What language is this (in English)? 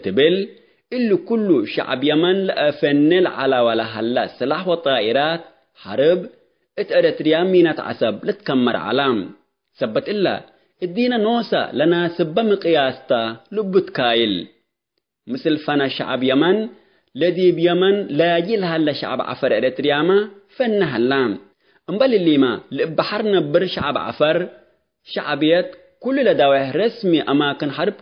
Tigre